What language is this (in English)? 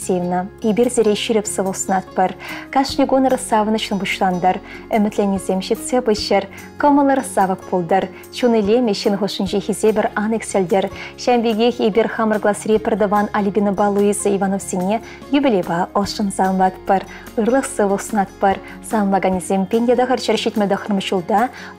Chuvash